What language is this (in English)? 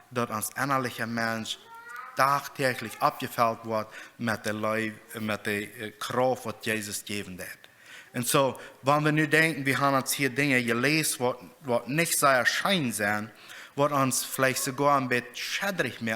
Plautdietsch